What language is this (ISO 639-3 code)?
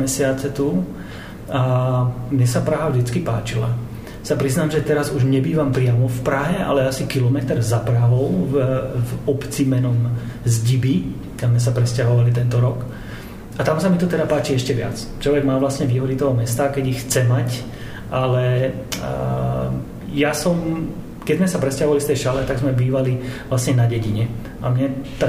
slk